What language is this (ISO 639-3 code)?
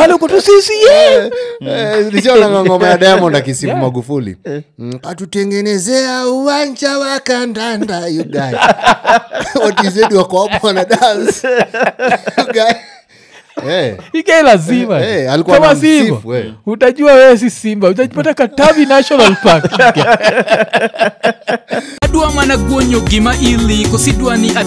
swa